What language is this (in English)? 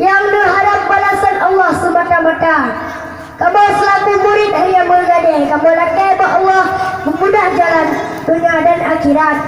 Achinese